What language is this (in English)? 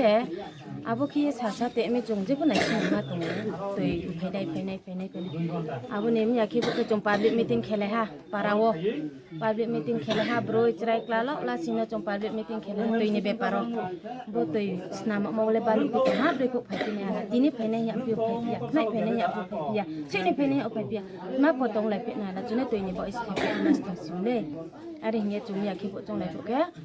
Riang (India)